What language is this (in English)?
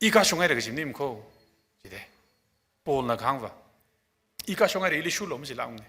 Tangkhul Naga (India)